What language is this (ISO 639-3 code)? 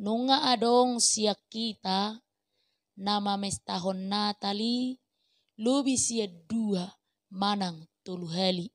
bbc